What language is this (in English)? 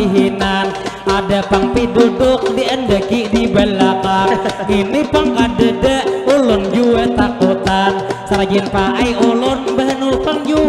Banjar